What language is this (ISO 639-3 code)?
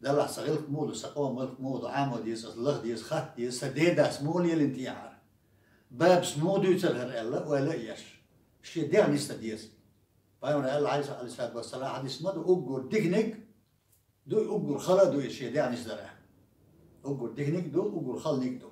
che